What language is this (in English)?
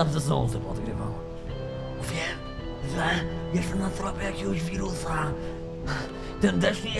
Polish